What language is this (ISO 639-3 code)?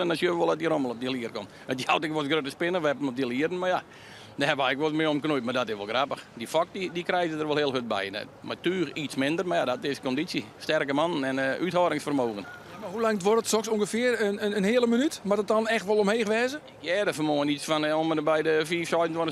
fry